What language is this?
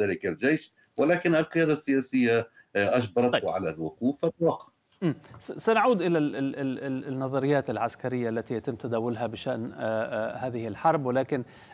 Arabic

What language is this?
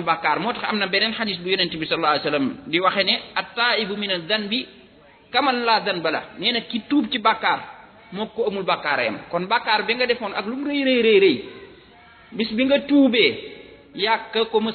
Wolof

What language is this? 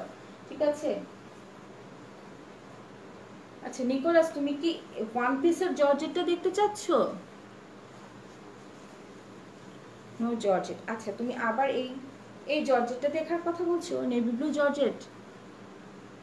Bangla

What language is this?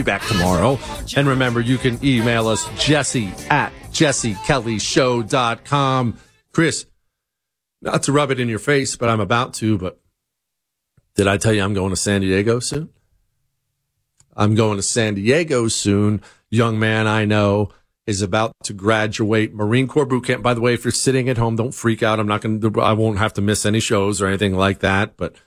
English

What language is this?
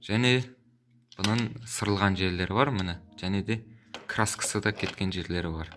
Kazakh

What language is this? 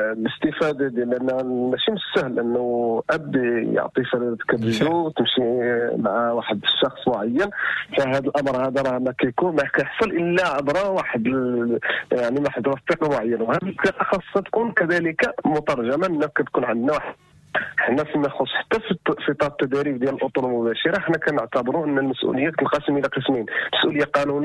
Moroccan Arabic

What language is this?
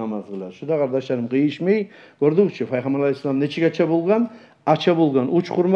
Kumyk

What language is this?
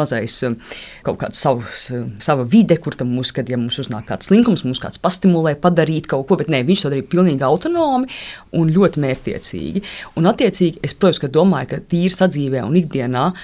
Latvian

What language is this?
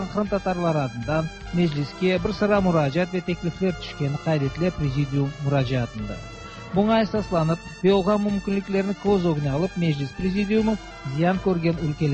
Tatar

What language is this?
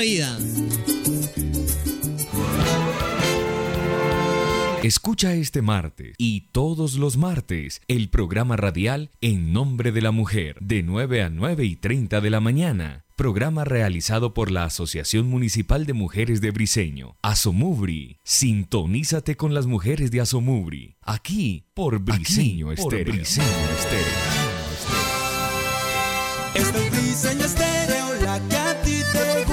Spanish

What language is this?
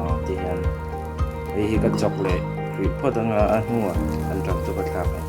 Mizo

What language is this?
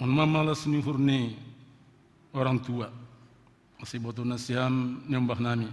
Batak Simalungun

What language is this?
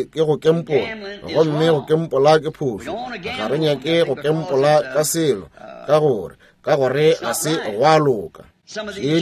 Northern Sotho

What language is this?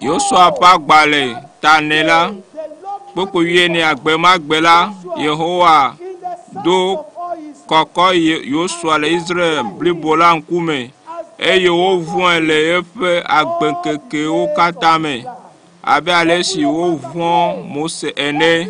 Ewe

